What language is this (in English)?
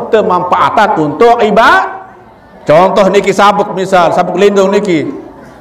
Sasak